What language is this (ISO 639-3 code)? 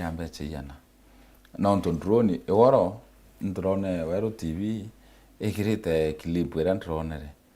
mer